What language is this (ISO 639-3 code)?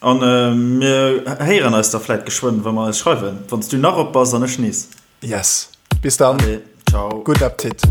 ltz